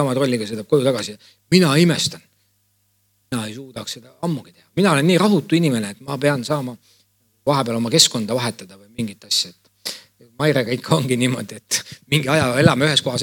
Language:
Estonian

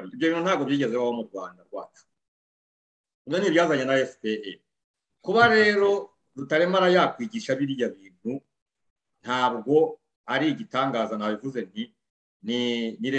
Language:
Kinyarwanda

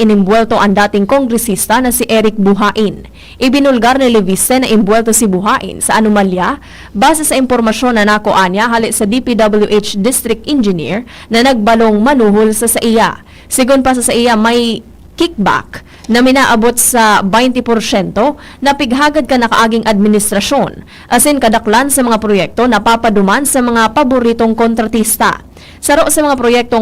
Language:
Bikol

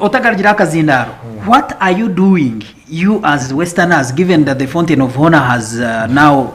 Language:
Nyankole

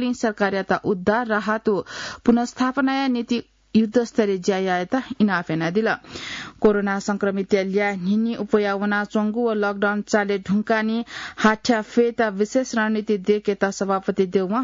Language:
Newari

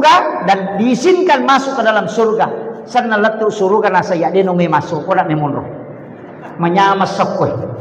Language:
Buginese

